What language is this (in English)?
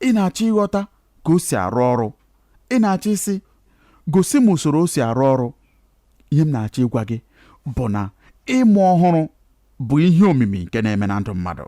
Igbo